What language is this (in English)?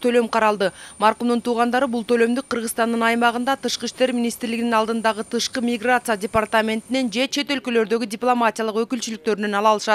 Kyrgyz